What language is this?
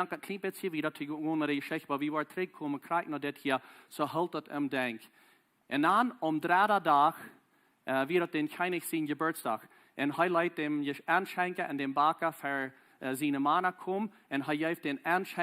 Plautdietsch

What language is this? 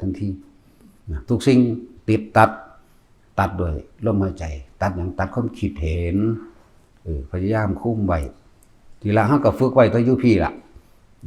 Northeastern Thai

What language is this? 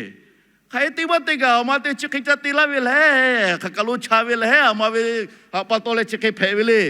Lahu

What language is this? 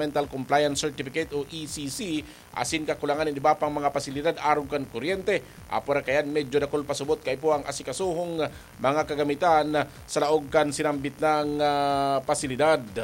Bikol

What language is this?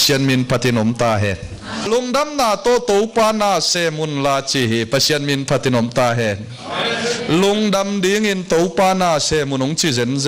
Tedim Chin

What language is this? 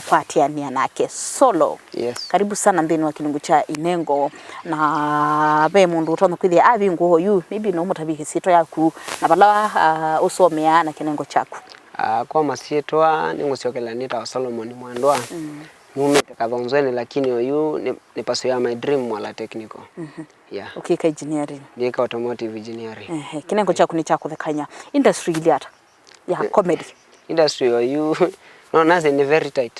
Kamba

